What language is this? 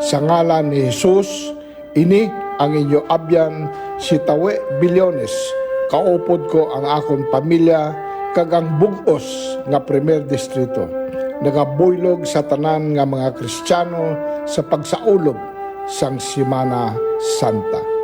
Hiligaynon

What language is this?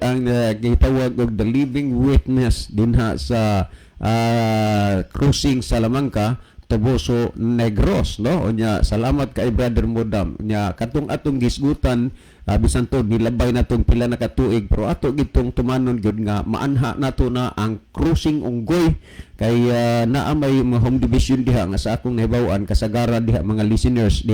Cebuano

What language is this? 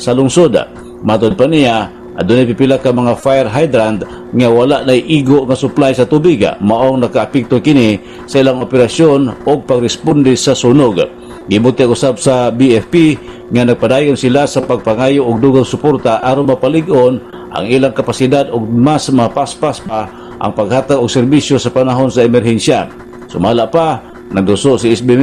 Cebuano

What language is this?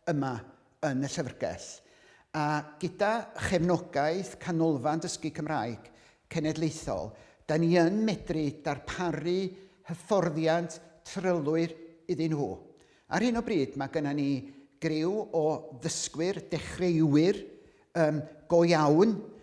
Welsh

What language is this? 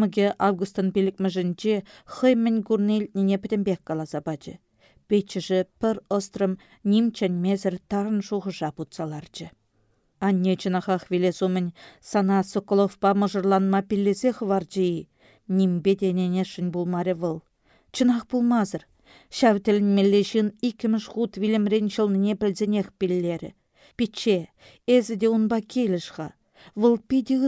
Chuvash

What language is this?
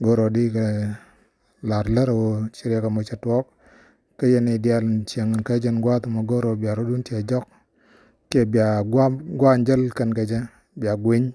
Nuer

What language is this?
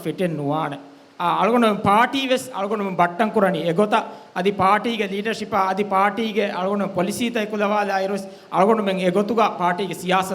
Divehi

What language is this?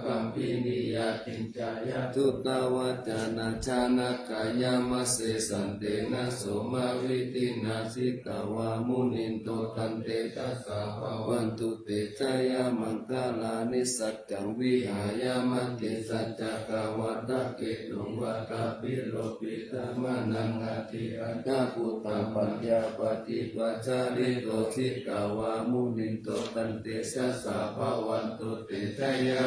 Pali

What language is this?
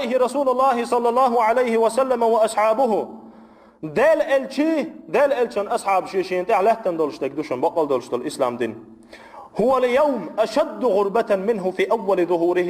Chechen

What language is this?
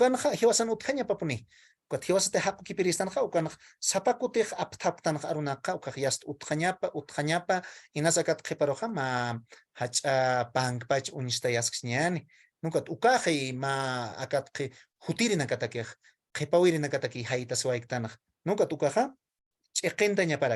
Aymara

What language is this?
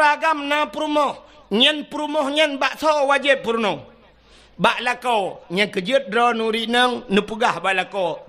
Achinese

